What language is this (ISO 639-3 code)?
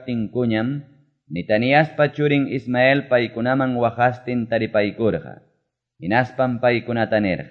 que